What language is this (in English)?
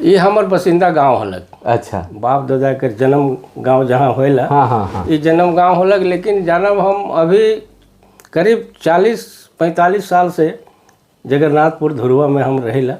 Sadri